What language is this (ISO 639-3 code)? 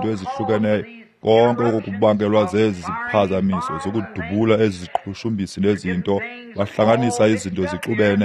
xho